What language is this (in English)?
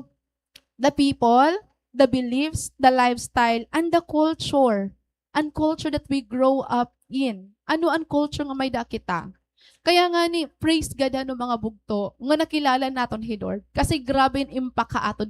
Waray